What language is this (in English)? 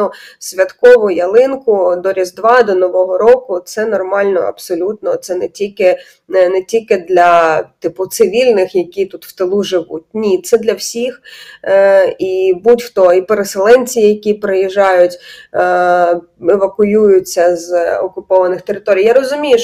Ukrainian